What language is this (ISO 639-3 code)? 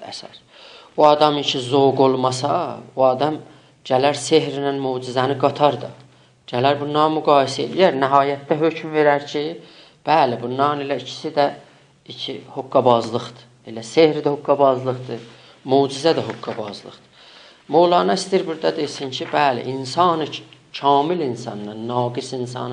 azb